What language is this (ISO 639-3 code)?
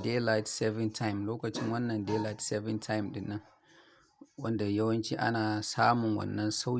hau